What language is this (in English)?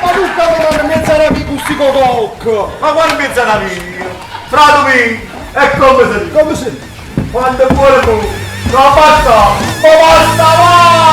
Neapolitan